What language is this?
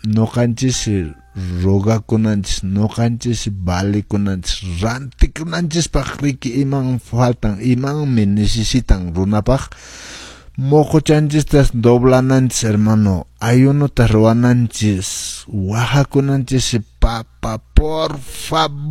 Quechua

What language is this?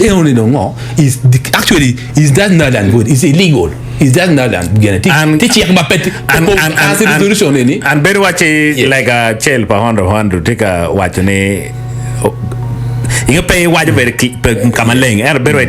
Acoli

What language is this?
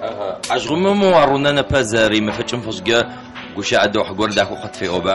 Adyghe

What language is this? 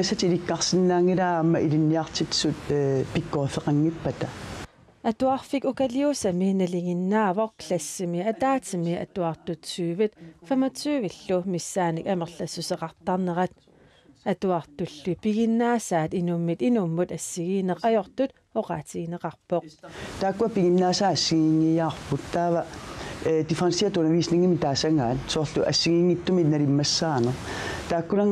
Kalaallisut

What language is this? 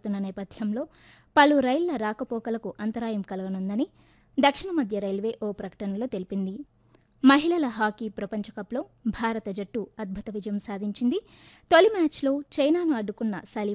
Telugu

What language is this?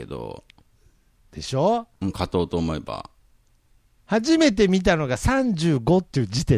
Japanese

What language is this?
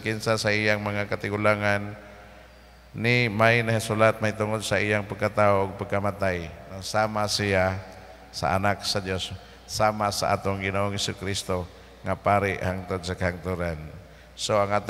Cebuano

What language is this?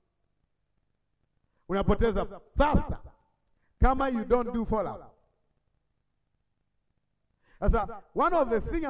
Swahili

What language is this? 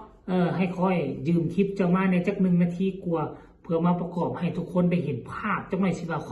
Northeastern Thai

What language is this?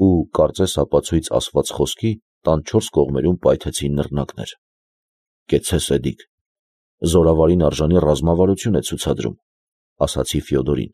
Armenian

